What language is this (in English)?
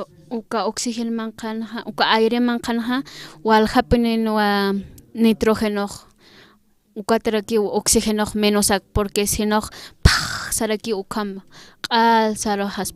Aymara